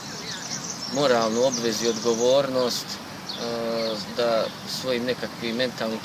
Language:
Croatian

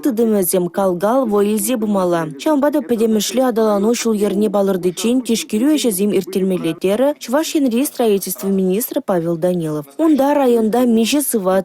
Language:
Chuvash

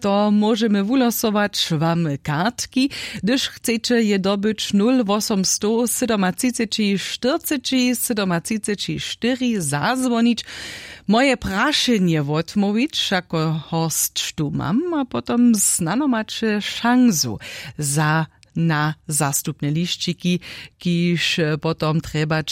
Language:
Upper Sorbian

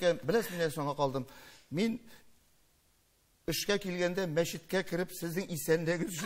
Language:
Tatar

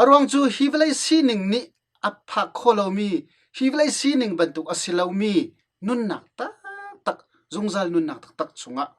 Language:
Hakha Chin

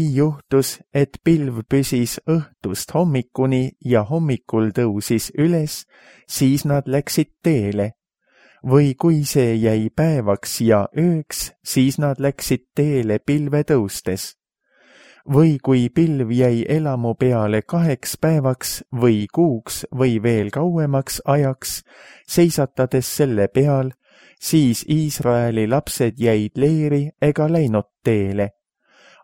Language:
Estonian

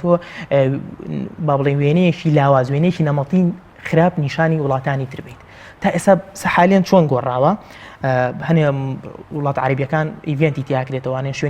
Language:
Central Kurdish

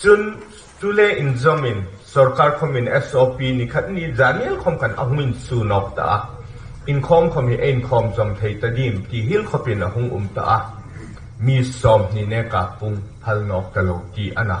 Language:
Hmar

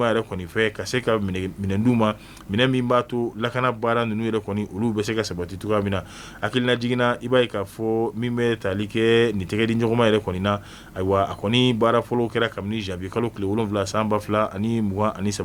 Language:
Bambara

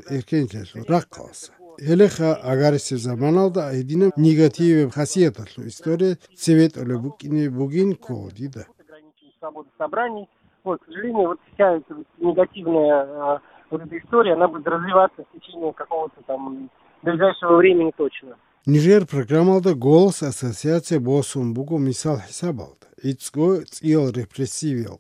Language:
Avaric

